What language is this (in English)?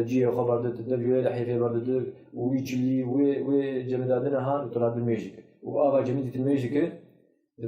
Kurdish